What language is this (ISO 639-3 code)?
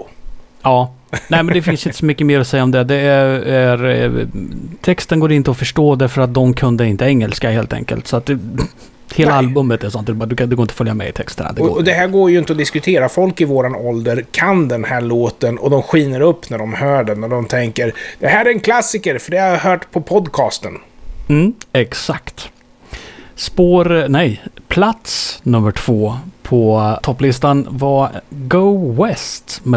swe